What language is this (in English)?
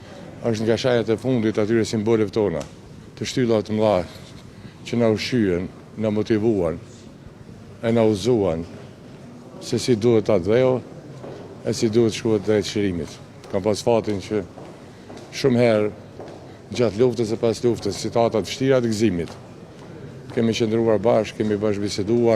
Albanian